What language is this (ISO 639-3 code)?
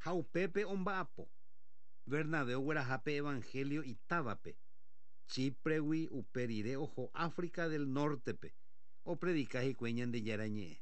grn